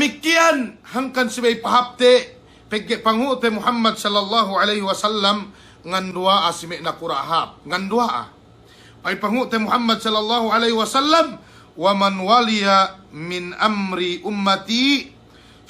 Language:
Yakan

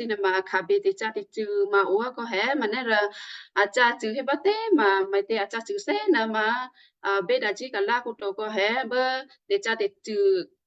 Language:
Western Kayah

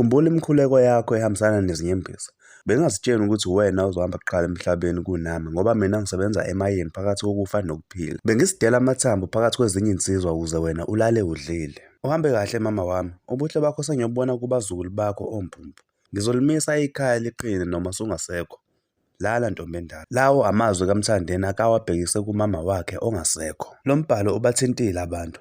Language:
Zulu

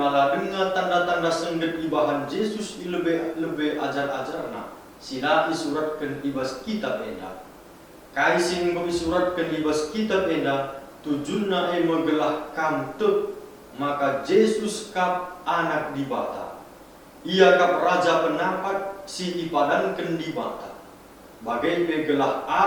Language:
Batak Karo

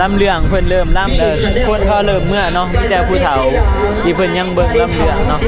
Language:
Northeastern Thai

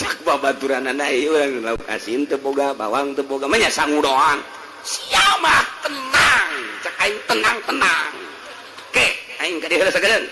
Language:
Sundanese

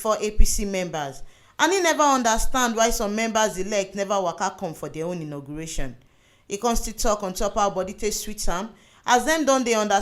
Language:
Nigerian Pidgin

